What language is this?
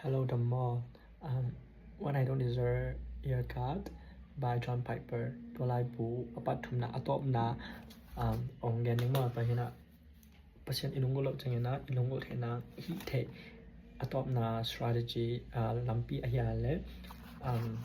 Tedim Chin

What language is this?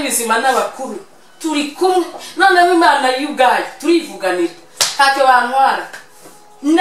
Kinyarwanda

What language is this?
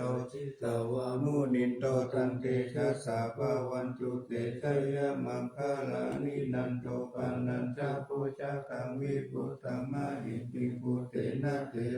Pali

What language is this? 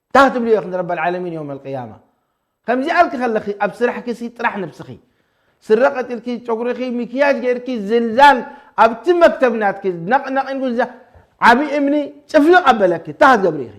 Tigrinya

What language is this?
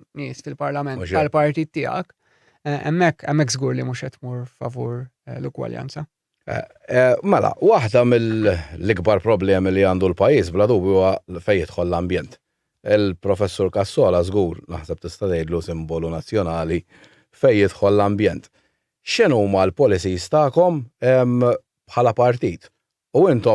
Maltese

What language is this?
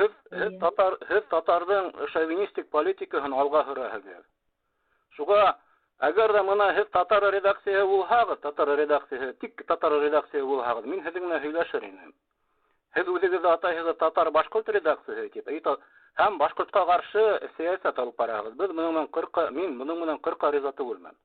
Bashkir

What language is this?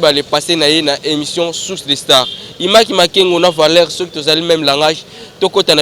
Lingala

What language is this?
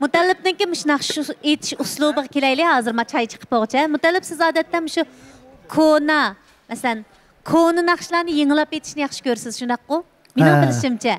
Uyghur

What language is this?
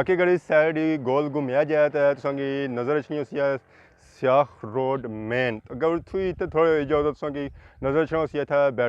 Pahari-Potwari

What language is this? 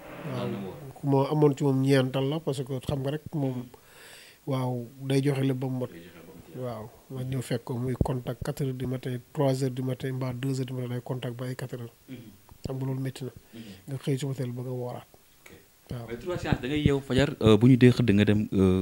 Wolof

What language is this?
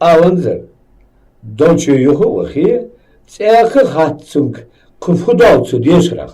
Ingush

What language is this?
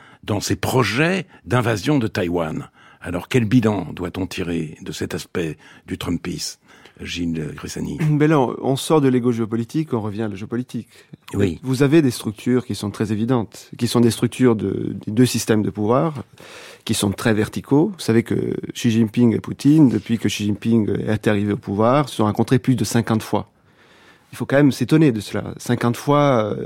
French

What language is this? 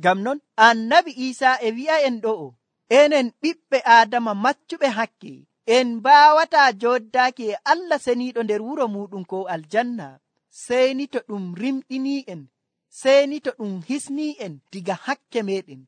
Nigerian Fulfulde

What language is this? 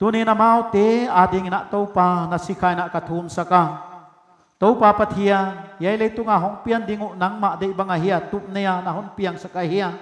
Paite Chin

